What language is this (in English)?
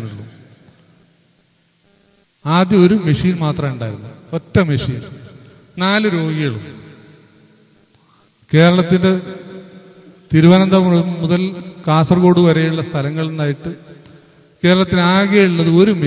Malayalam